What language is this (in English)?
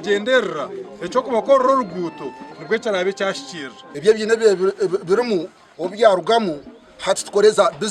Nyankole